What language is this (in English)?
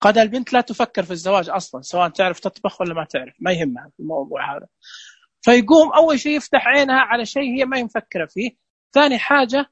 Najdi Arabic